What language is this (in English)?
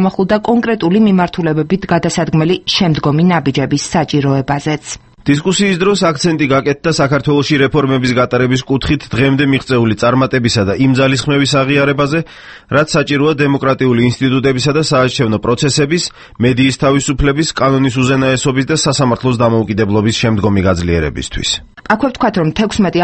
Georgian